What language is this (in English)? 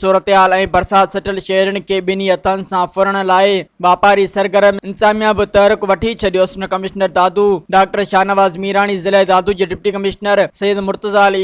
Sindhi